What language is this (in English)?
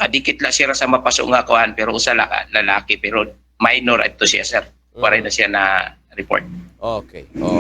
Waray